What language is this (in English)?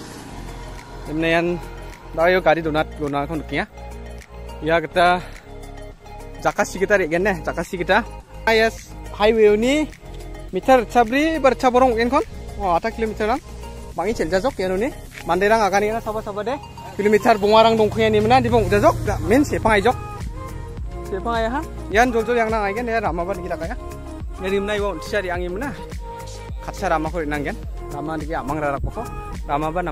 Malay